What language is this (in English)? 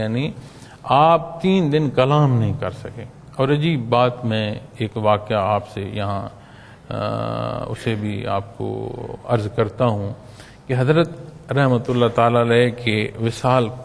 Urdu